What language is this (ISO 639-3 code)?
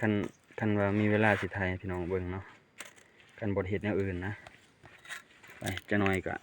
lao